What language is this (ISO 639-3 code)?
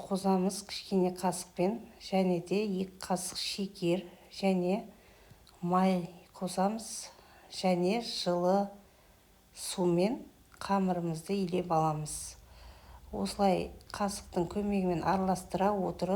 kaz